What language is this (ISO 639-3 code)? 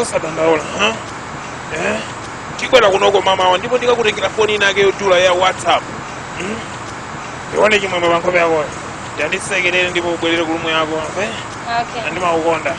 nya